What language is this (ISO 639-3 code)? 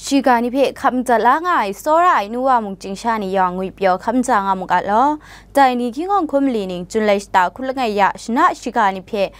kac